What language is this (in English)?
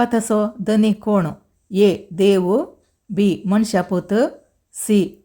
Konkani